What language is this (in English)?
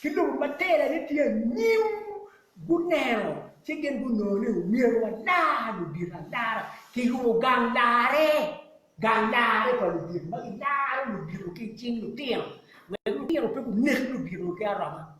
Acoli